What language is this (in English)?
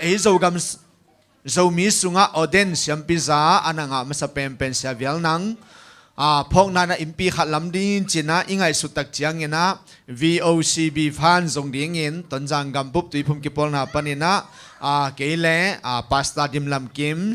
Tedim Chin